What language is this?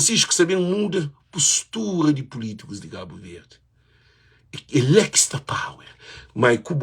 Kabuverdianu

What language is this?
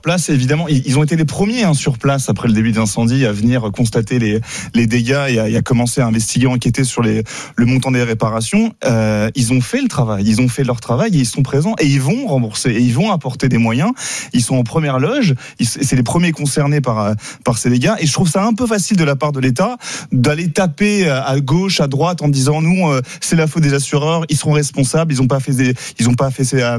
French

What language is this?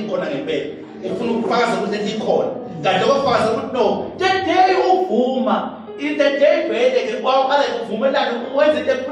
Zulu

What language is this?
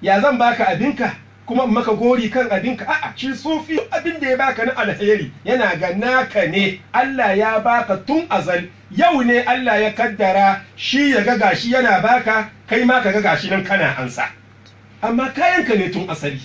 Hausa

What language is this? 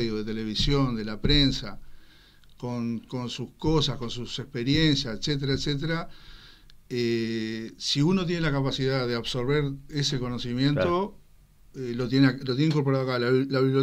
Spanish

